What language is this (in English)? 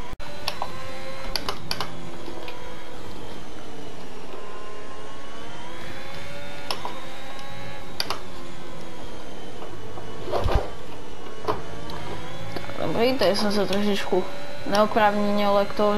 Czech